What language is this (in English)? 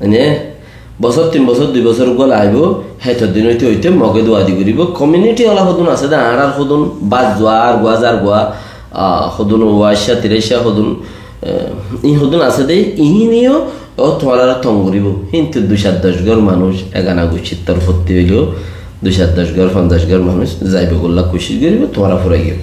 Rohingya